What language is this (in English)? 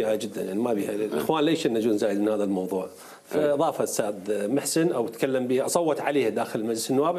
Mesopotamian Arabic